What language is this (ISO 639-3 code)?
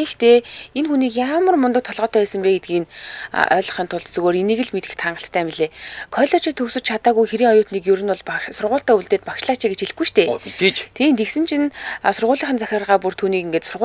mon